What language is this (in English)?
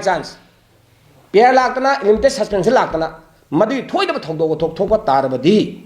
Manipuri